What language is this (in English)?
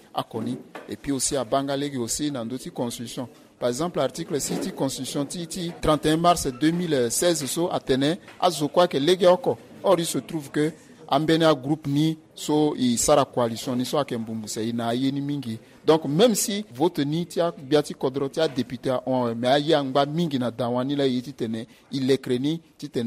Sango